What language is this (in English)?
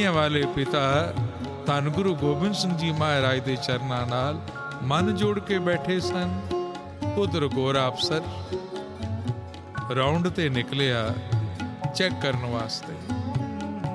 Punjabi